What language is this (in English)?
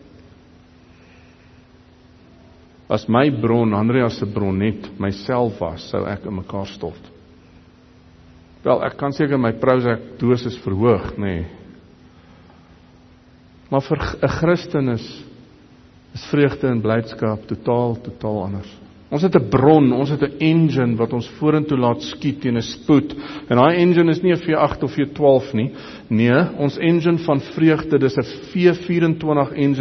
Afrikaans